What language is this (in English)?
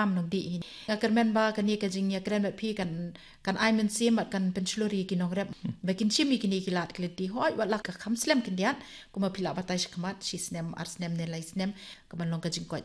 Khasi